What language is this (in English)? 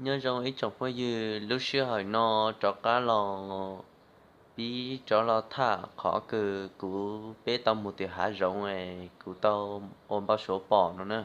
Hmong